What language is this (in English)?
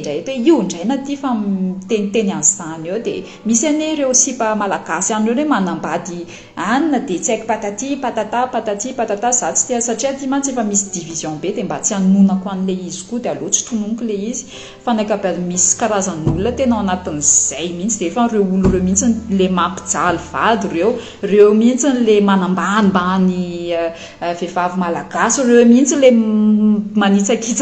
Malagasy